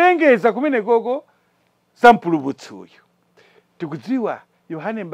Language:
Nyanja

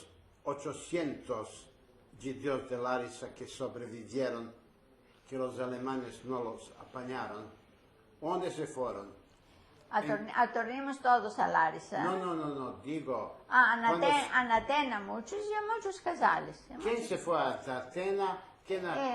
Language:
Ladino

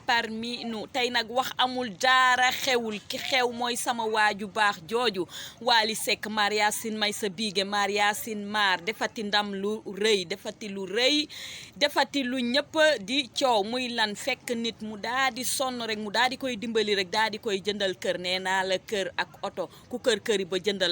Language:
Wolof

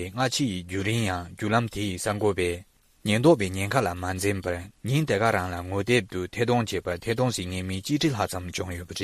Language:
Tibetan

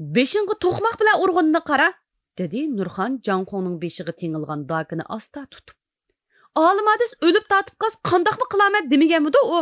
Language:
Uyghur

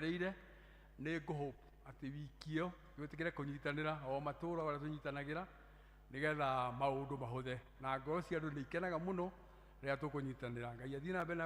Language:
Kikuyu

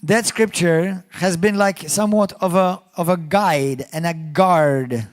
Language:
English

